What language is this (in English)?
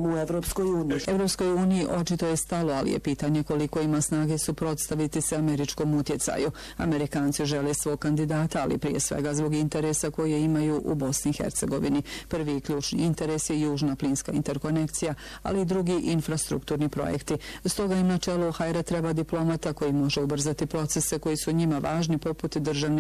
Bosnian